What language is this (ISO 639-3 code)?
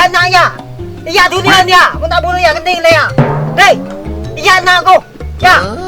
mad